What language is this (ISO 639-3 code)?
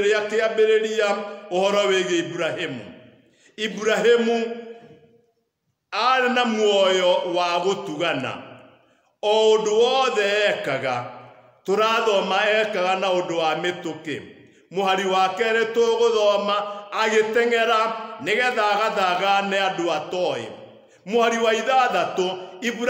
kik